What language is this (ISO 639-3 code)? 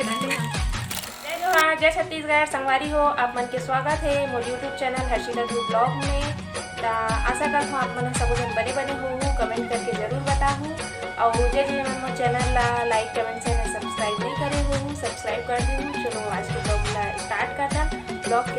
hne